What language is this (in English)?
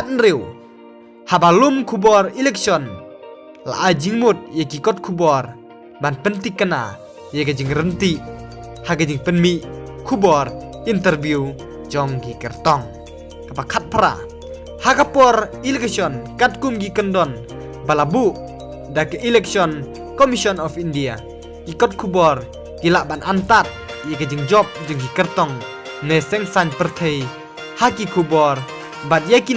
Khasi